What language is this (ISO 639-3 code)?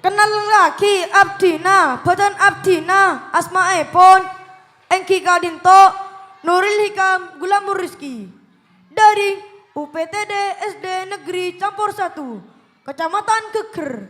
mad